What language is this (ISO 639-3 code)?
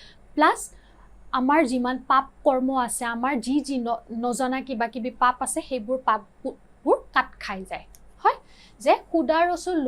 asm